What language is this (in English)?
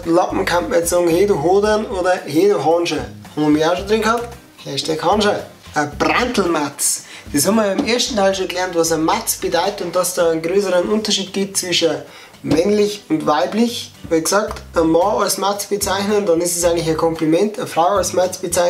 Bavarian